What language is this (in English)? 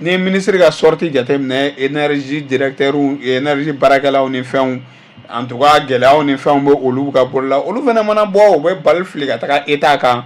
Bambara